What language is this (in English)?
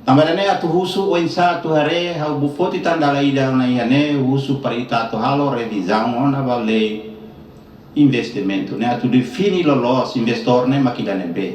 Tetum